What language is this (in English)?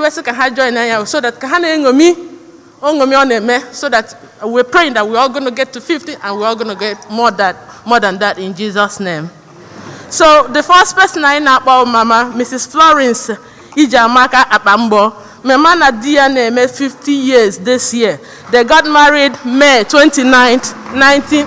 Igbo